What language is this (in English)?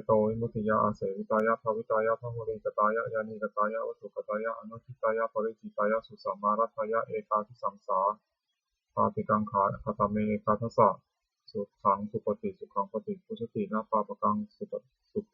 Pali